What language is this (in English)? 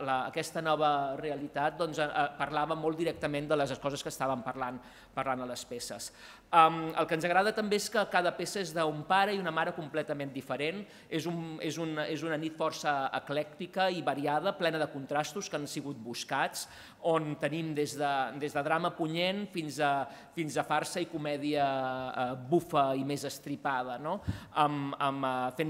Catalan